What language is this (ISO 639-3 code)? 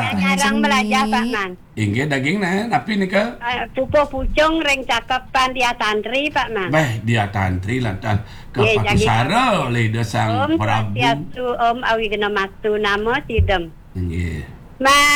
ban